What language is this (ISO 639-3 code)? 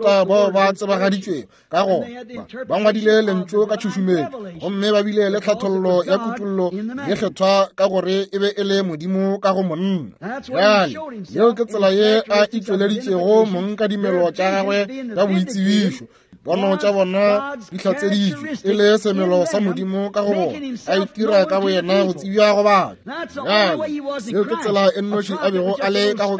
nso